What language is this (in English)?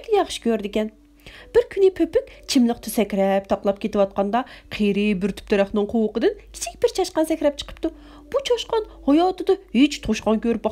Uyghur